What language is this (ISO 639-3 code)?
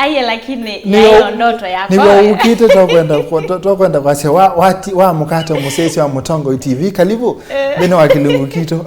kam